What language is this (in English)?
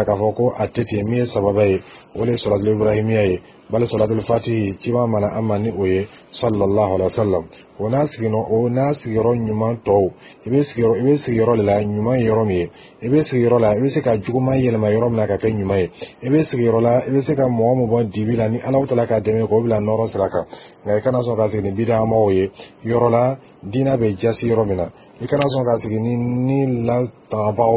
Dyula